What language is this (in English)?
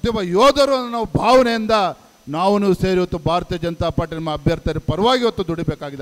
Kannada